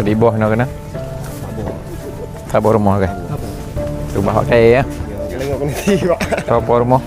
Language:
Achinese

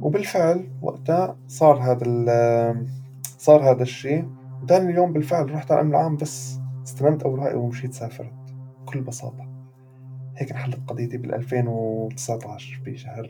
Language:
North Levantine Arabic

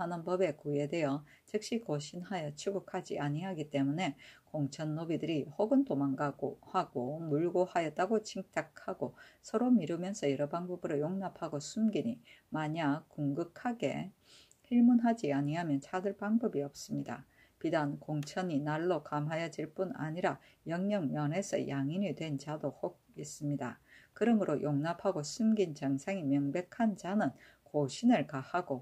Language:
Korean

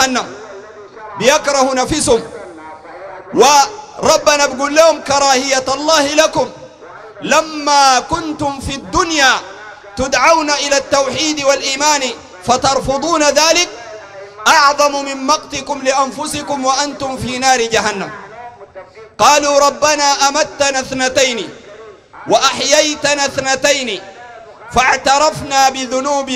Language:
Sudanese Arabic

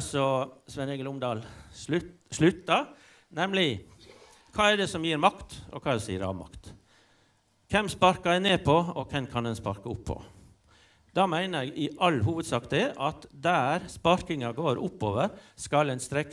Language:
Norwegian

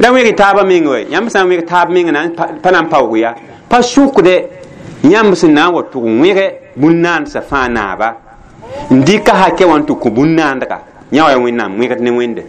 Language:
Mossi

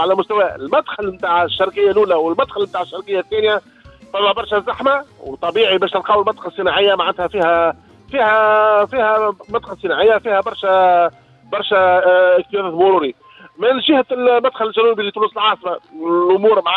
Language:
Tunisian Arabic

